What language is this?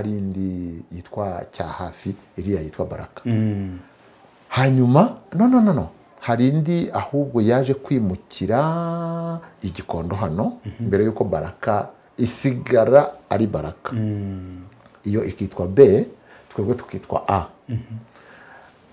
Kinyarwanda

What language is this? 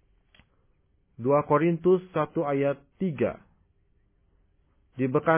Indonesian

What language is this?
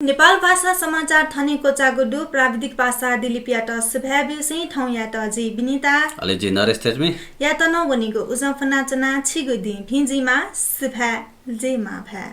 Newari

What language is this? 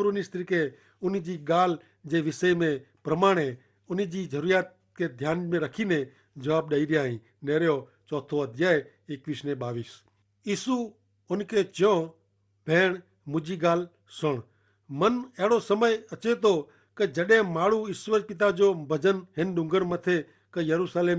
Kachhi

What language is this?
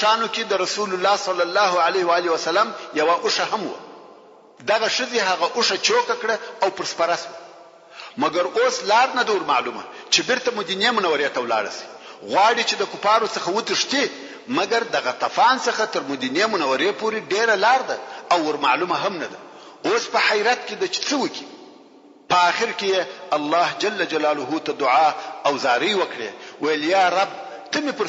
Pashto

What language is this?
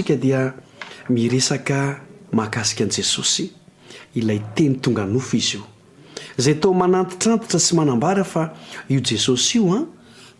Malagasy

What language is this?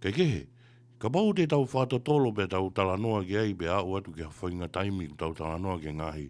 Tongan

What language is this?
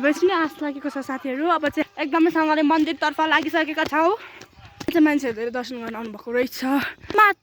Nepali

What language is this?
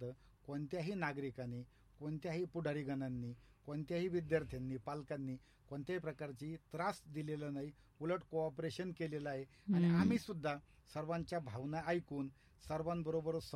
Marathi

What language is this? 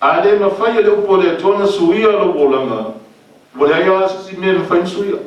Samoan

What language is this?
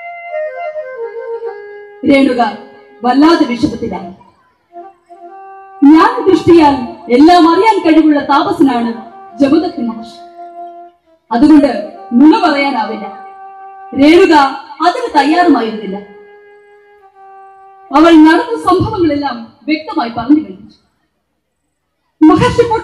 Malayalam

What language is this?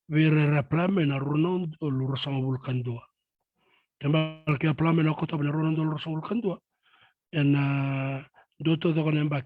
Fijian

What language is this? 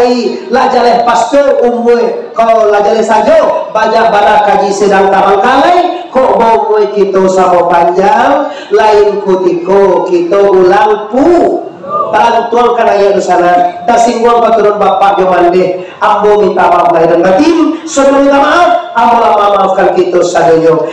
Minangkabau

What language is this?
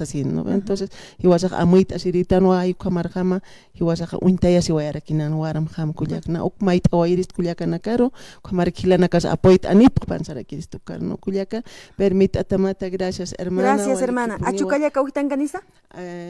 Aymara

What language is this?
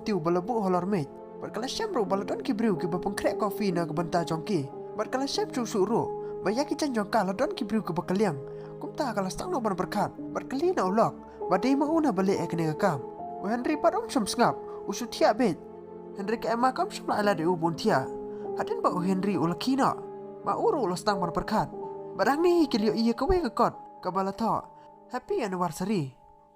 Khasi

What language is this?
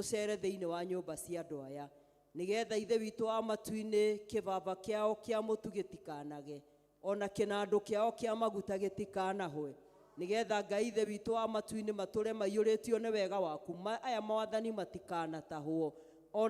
Kikuyu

